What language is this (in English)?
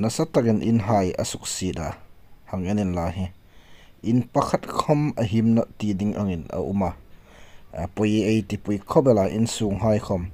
Hmar